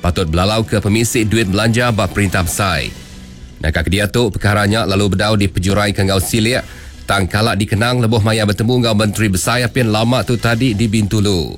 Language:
Iban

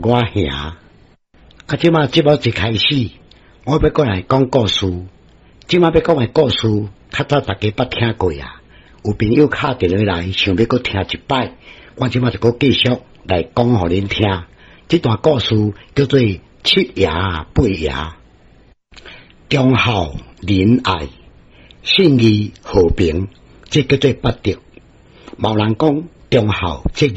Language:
Min Nan Chinese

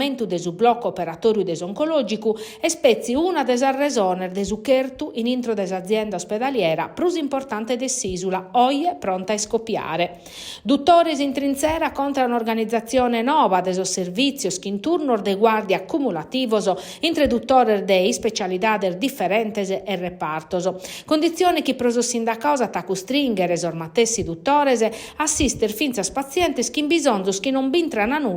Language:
Sardinian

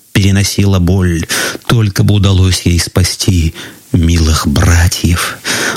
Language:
Russian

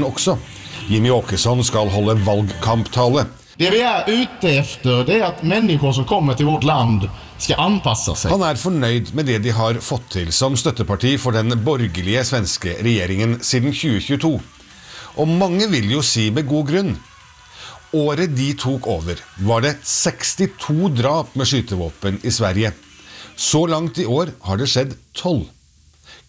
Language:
Norwegian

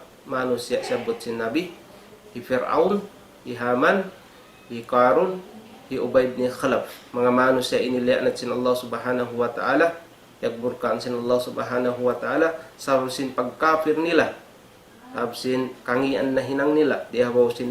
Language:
Tausug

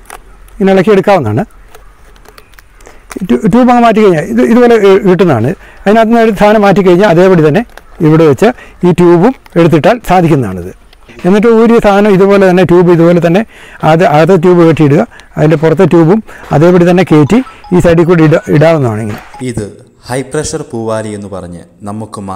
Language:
Malayalam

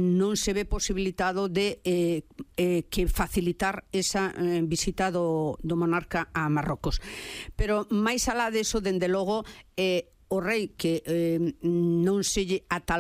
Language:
Galician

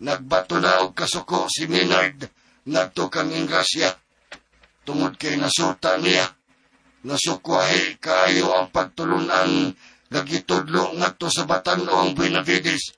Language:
Cebuano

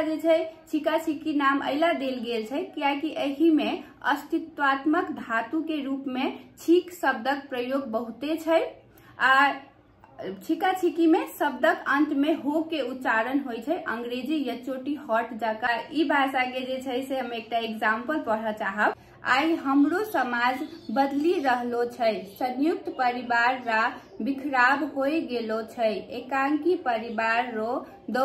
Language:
Maithili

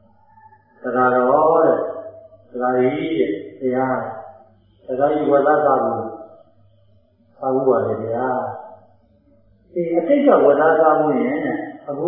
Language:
Burmese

